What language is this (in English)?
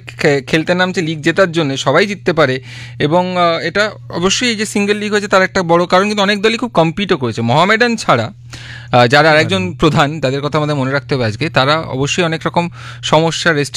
Bangla